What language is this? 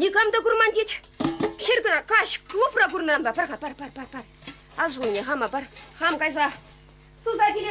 Chuvash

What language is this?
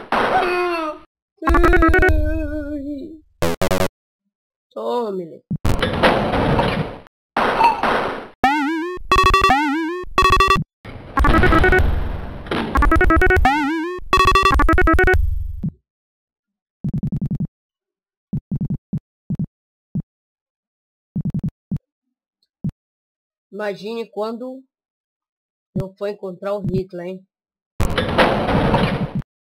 Portuguese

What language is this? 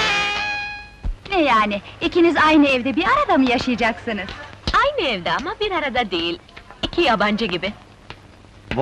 Turkish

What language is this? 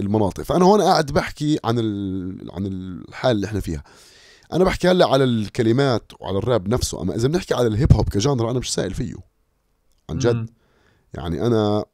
North Levantine Arabic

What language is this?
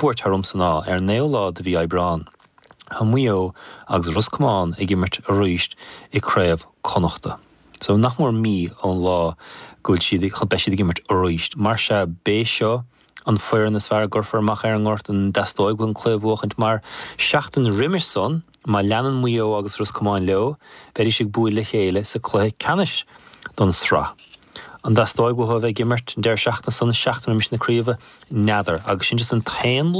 Irish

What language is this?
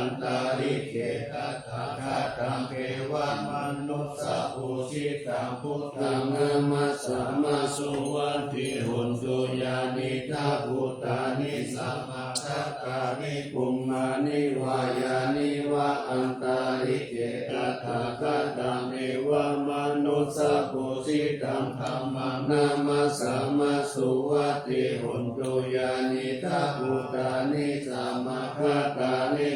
Pali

